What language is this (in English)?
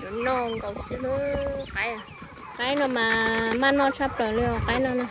Hmong